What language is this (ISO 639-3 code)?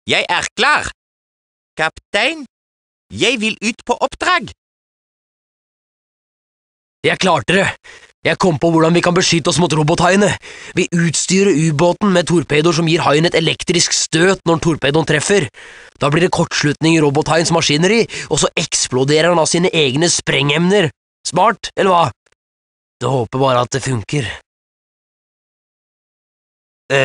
nor